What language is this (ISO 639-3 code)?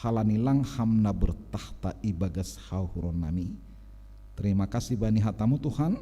bts